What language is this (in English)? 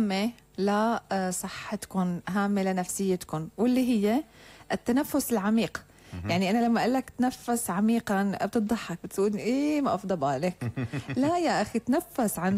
North Levantine Arabic